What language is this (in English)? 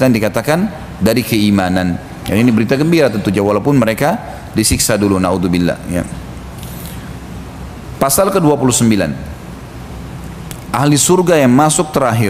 Indonesian